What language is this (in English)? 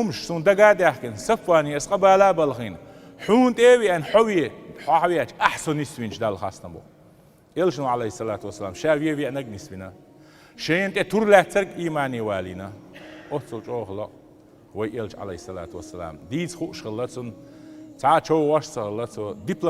Chechen